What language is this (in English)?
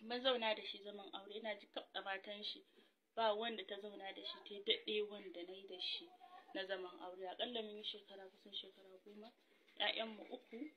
Hausa